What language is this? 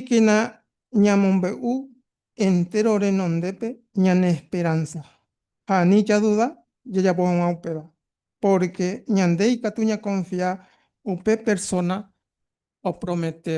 Guarani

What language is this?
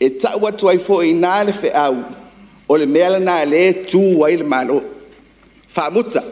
Samoan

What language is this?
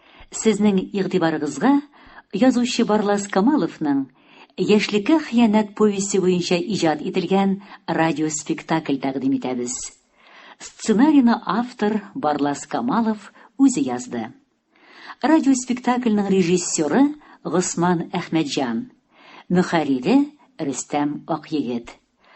Tatar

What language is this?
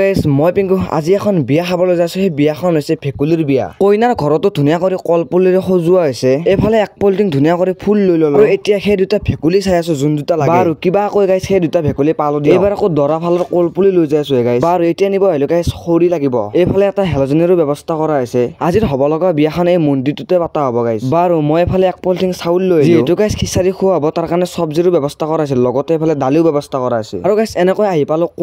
Assamese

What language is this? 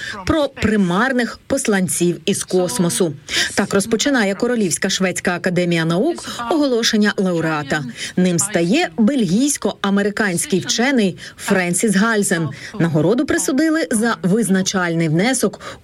Ukrainian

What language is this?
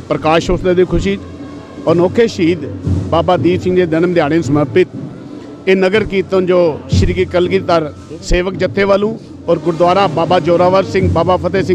Punjabi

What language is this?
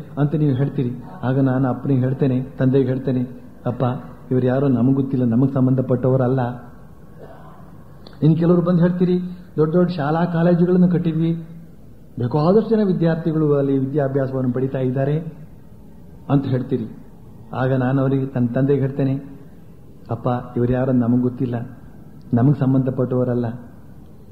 Kannada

